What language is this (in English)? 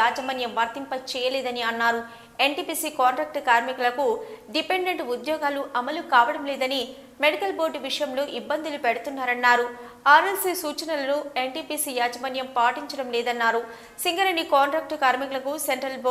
Telugu